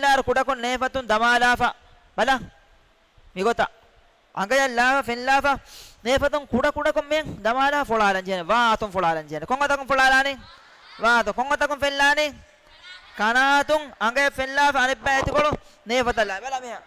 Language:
Divehi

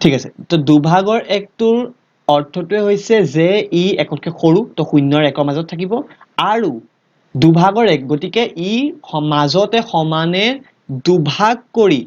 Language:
Assamese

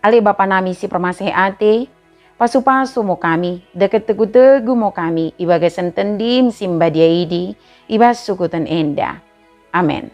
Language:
Batak Dairi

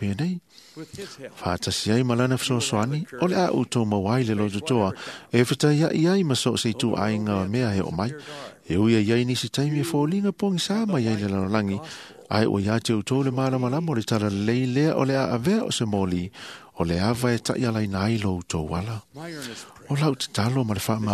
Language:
Samoan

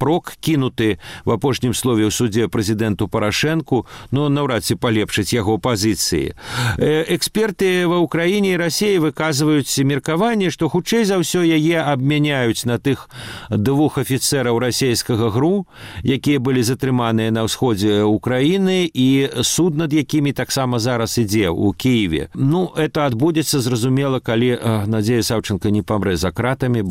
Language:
Belarusian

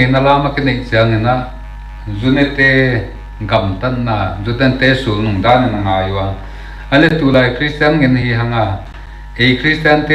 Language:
Paite Chin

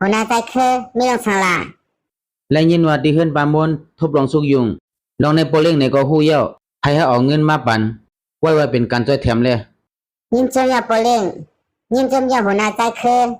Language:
Shan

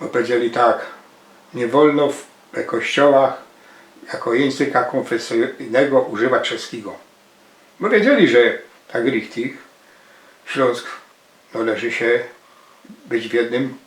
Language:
Silesian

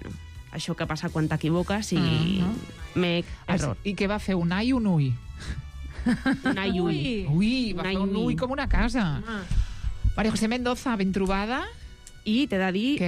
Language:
Catalan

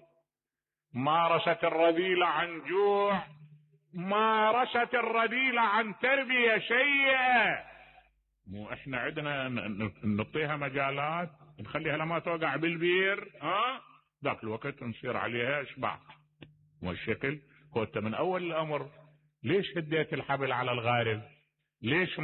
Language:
Mesopotamian Arabic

